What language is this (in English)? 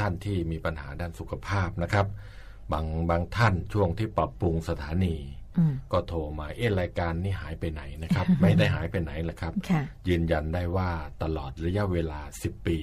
Thai